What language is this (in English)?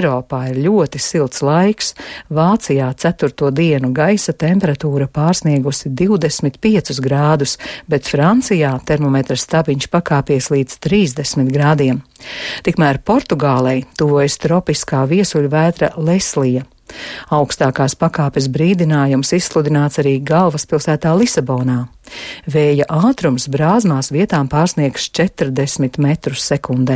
Latvian